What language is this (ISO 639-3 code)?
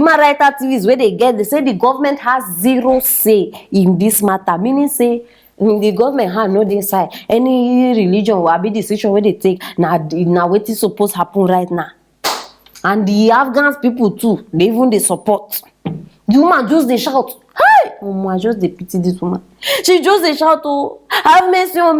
pcm